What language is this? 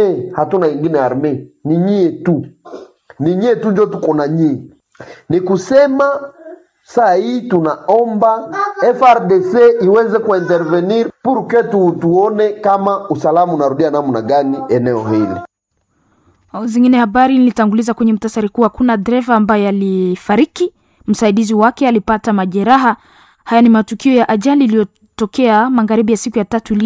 Swahili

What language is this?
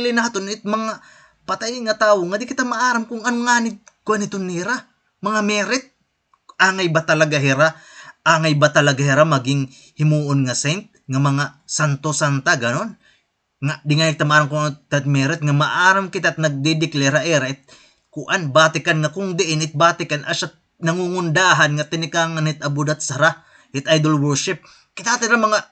Waray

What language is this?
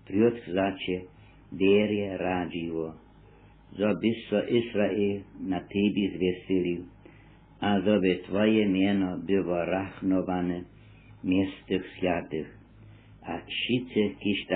Upper Sorbian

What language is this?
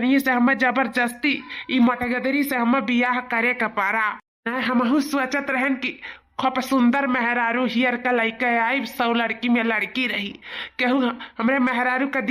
Awadhi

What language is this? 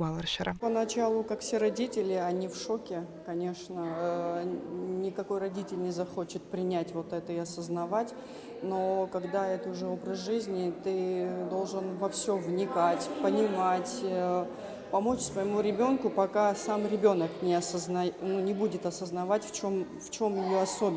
Abkhazian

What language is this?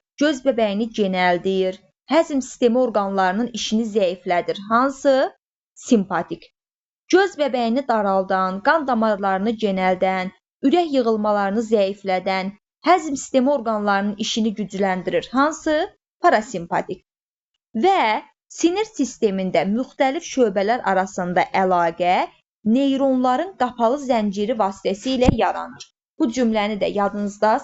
Azerbaijani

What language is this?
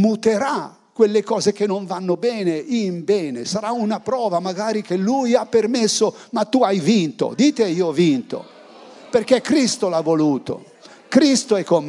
Italian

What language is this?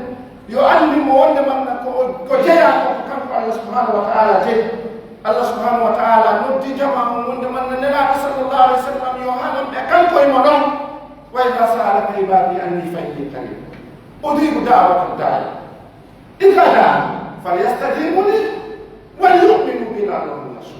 Pular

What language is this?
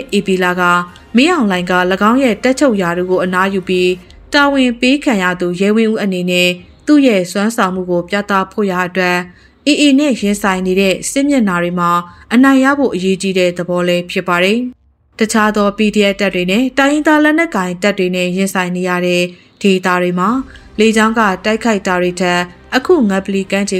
Burmese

